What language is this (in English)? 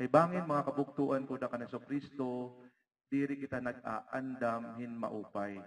Waray